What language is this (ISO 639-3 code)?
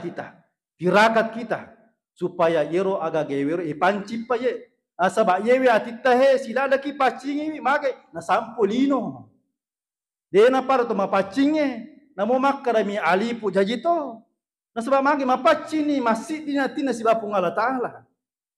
bug